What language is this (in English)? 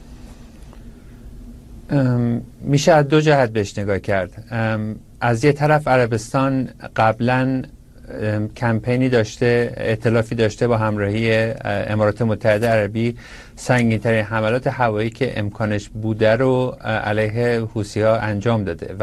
Persian